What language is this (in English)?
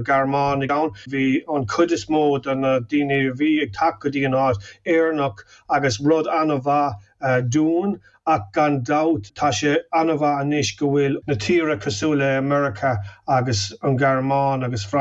Irish